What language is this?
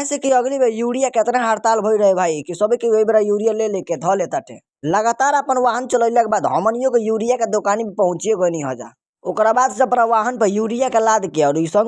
Bhojpuri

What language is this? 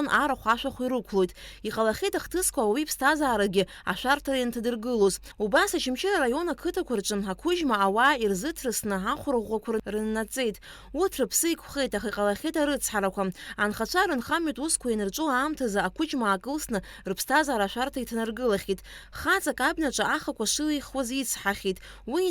Abkhazian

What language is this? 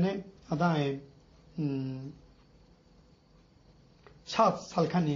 Ladakhi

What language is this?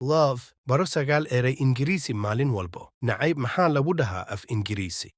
Somali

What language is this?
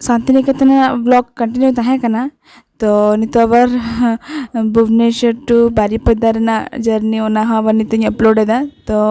Santali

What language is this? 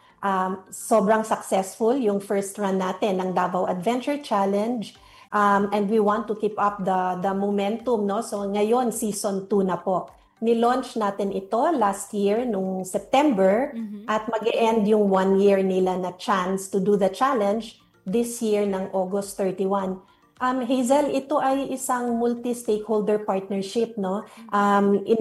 Filipino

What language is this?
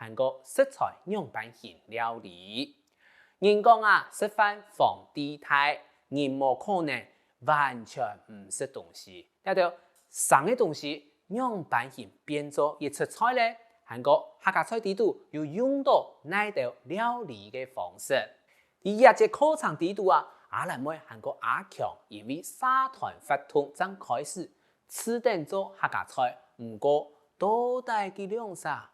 Hakka Chinese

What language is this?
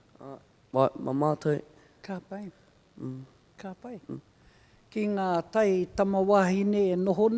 Māori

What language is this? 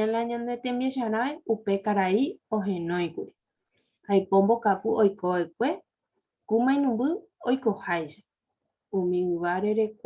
Guarani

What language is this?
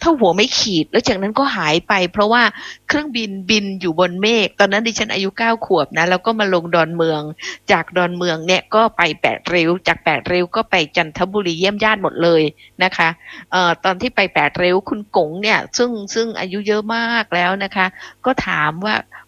Thai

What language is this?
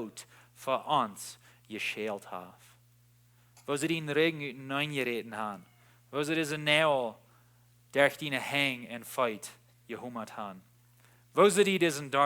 Plautdietsch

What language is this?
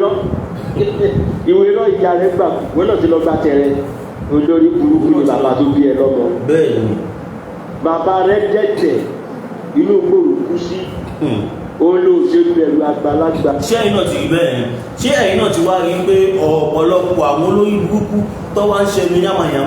Yoruba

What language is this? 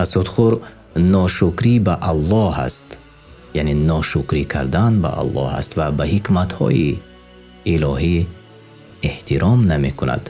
Tajik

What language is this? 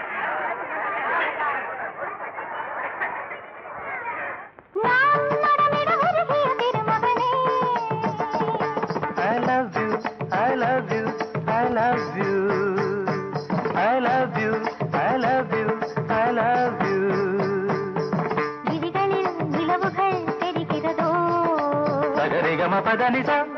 Tamil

